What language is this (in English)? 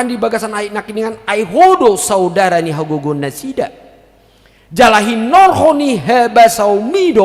Batak Toba